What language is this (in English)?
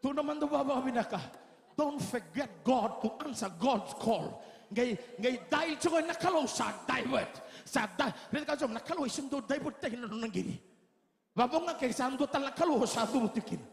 Fijian